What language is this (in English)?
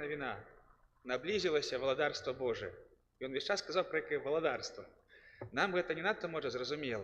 Belarusian